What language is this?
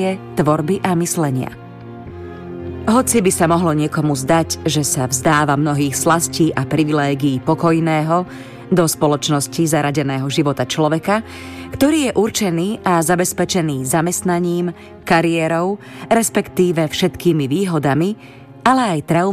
Slovak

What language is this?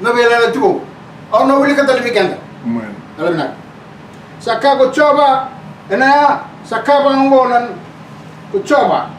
Fijian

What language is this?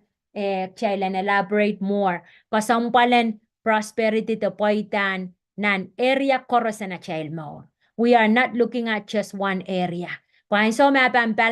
Pohnpeian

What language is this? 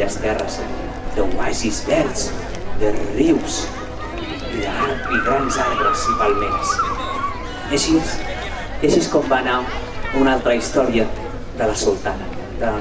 Catalan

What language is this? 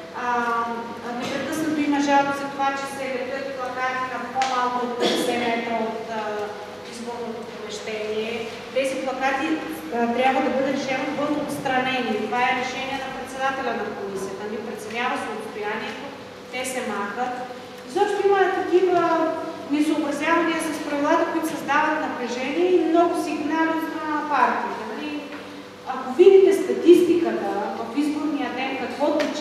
Bulgarian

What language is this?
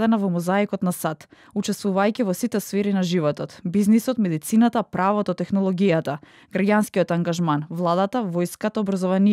Macedonian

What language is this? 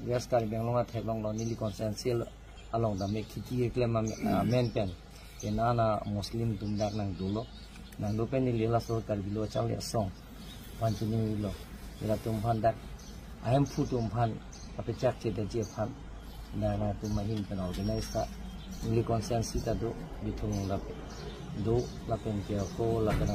Karbi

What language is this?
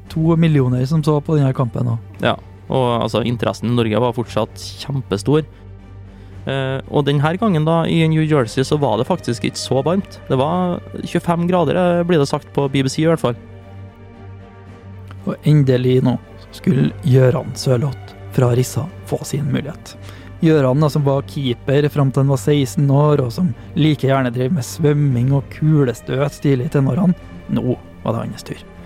Norwegian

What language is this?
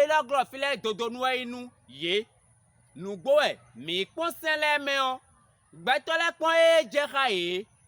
Fon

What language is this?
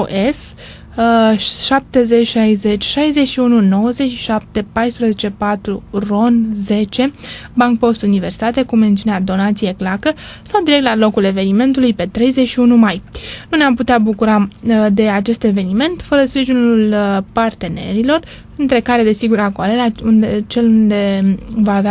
Romanian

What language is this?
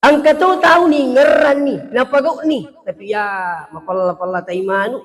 Buginese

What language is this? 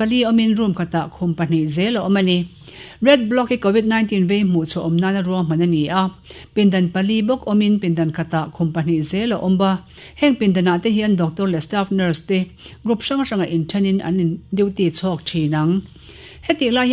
Mizo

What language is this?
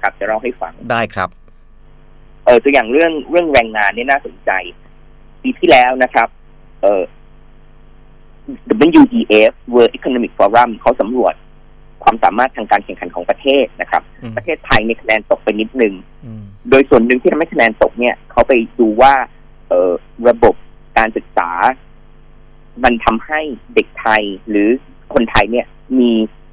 Thai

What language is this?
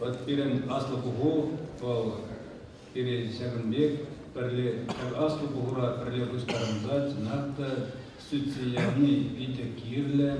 Chuvash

